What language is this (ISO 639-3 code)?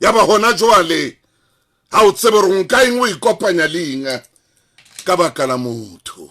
sot